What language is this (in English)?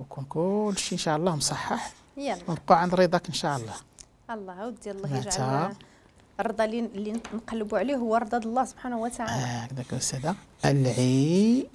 Moroccan Arabic